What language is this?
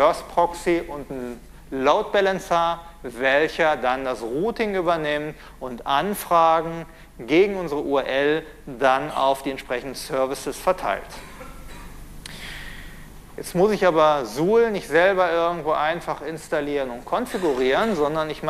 German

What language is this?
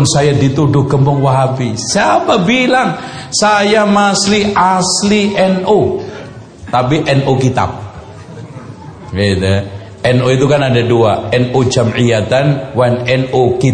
Indonesian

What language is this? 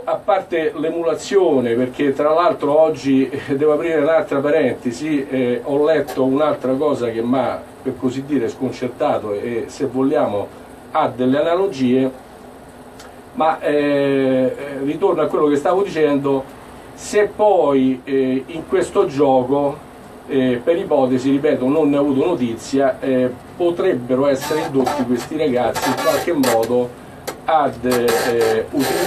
Italian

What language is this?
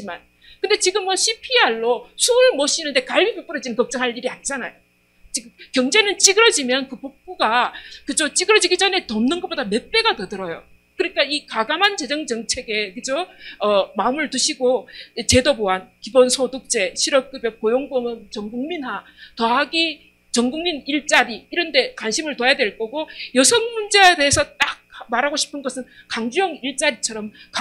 Korean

